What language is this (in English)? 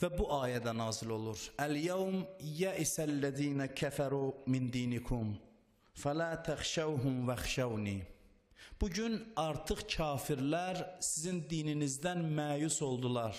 Azerbaijani